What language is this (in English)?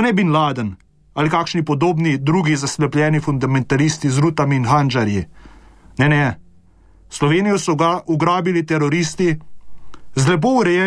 Slovenian